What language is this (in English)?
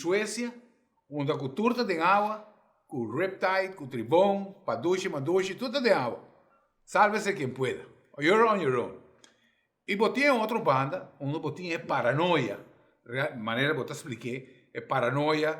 Papiamento